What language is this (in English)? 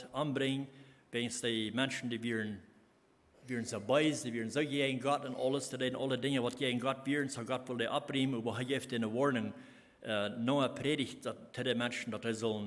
Plautdietsch